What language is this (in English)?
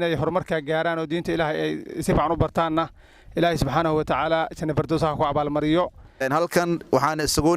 Somali